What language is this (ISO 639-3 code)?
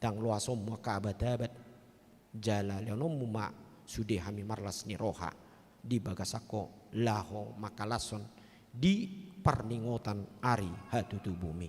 bbc